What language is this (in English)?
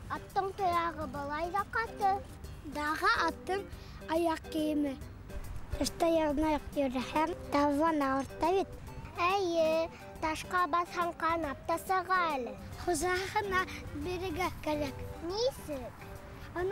Bashkir